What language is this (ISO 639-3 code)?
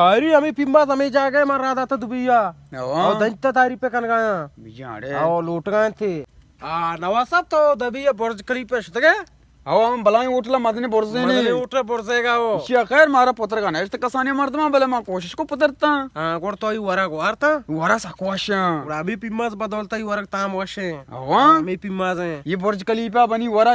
bal